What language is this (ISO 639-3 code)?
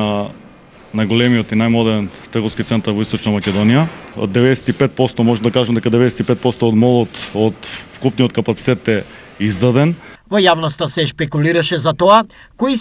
mkd